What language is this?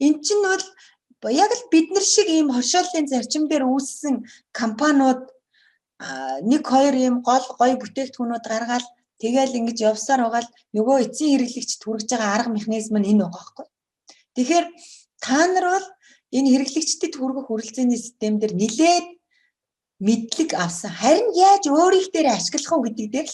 Mongolian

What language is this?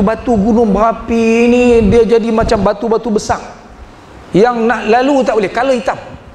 Malay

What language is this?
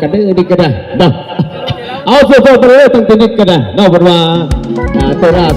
Northeastern Thai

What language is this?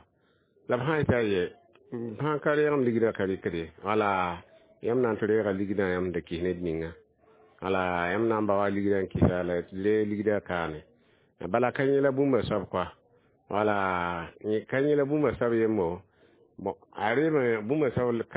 Mossi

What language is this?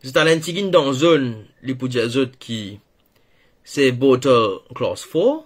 Morisyen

